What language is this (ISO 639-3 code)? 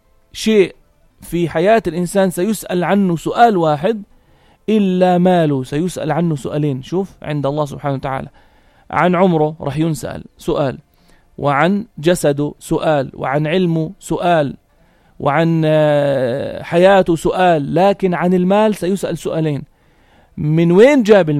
apc